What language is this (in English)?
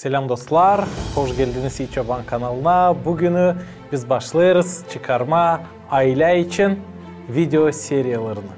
Gagauz